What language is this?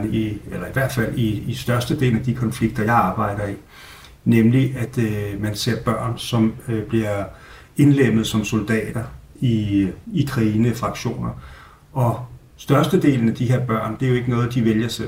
Danish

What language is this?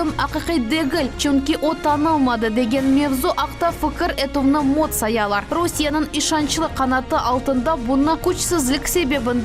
Crimean Tatar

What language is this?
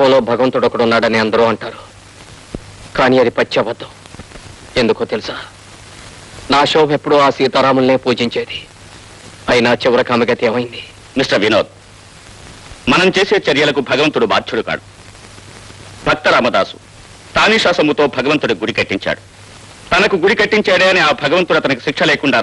Telugu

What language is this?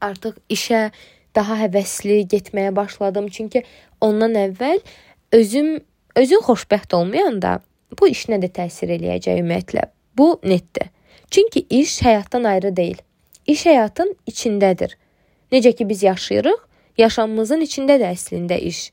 Azerbaijani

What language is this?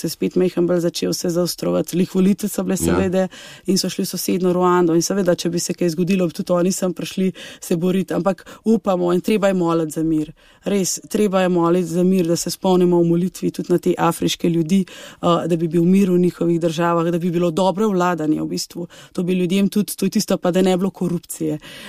Slovenian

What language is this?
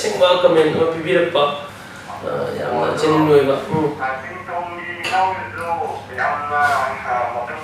Manipuri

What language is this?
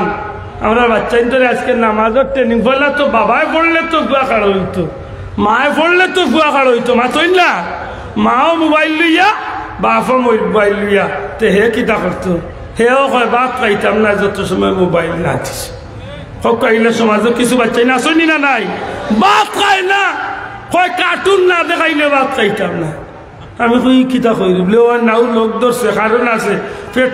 Sylheti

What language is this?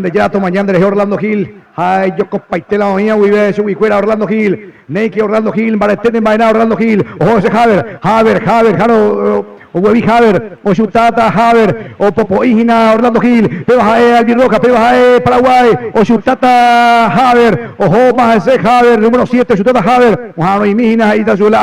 Guarani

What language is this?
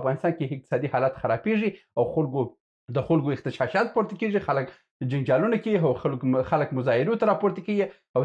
Pashto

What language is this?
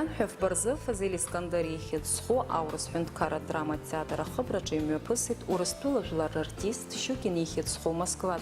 Abkhazian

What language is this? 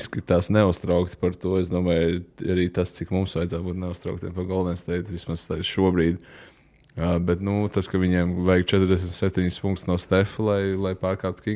Latvian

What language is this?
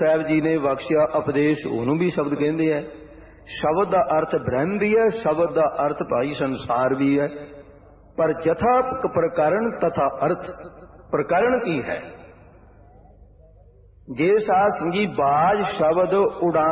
Punjabi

